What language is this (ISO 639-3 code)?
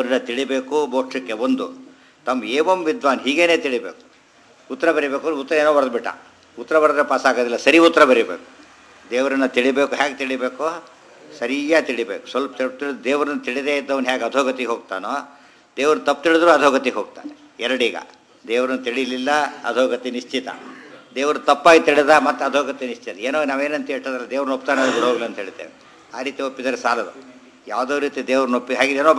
kan